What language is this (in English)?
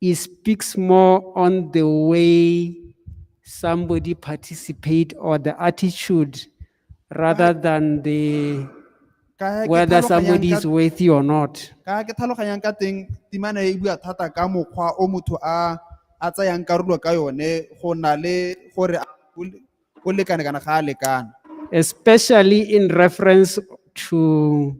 Tswana